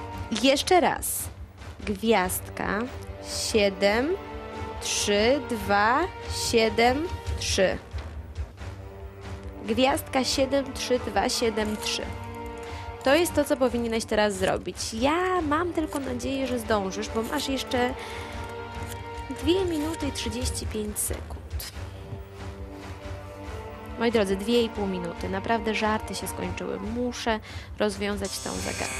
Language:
Polish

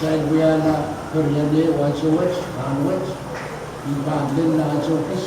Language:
Pohnpeian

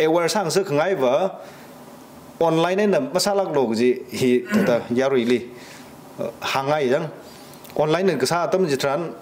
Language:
Tangkhul Naga (India)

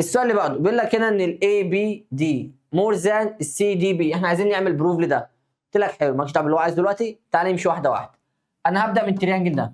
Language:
Egyptian Arabic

